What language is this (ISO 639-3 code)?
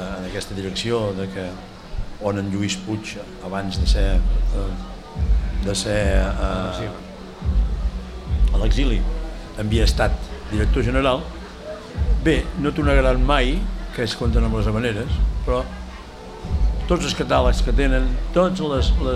cat